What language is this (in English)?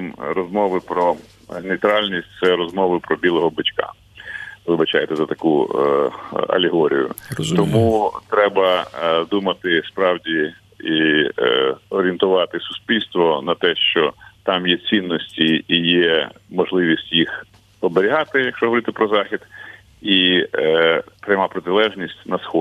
Ukrainian